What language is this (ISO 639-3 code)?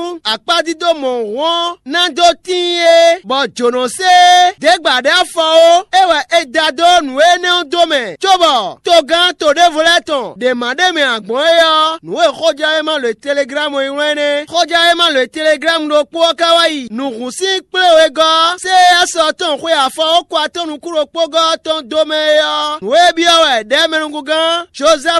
fon